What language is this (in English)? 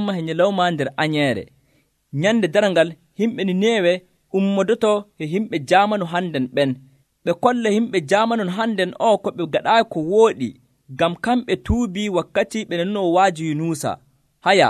Nigerian Fulfulde